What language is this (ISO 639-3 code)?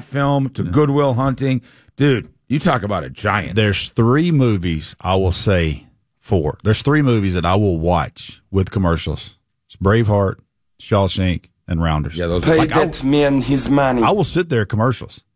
eng